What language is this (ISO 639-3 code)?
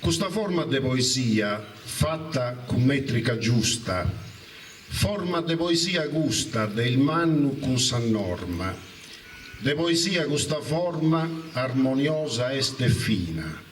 srd